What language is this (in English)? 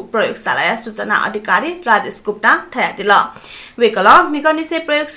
Newari